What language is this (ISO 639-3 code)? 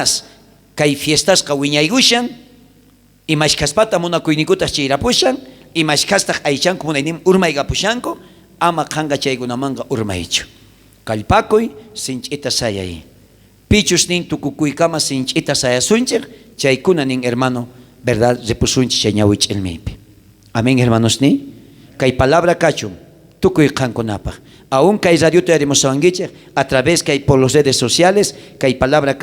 quh